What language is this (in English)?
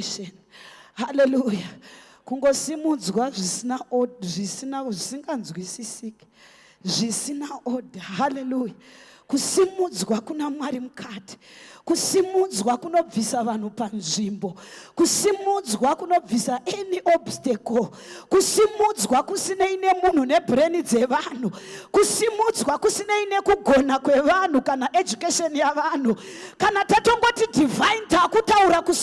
Shona